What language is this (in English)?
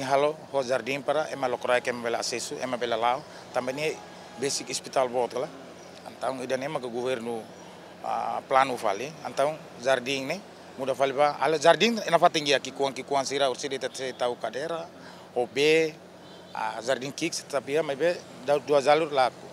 Tetum